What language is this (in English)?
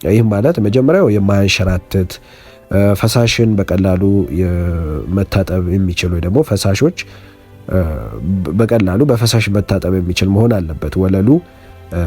Amharic